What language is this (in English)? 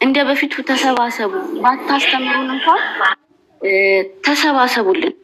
Amharic